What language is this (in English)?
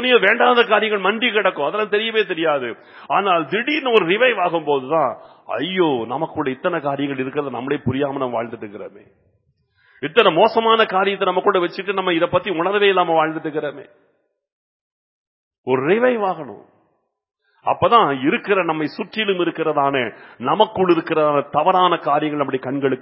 Tamil